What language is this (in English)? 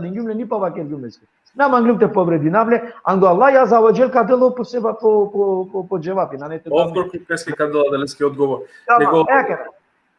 Balkan Romani